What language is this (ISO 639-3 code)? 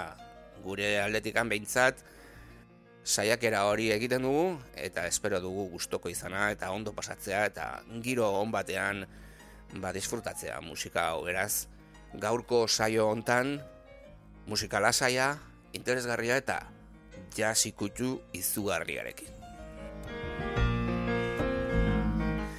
eus